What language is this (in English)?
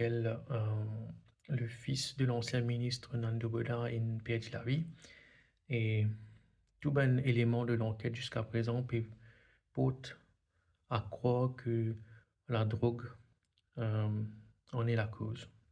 Morisyen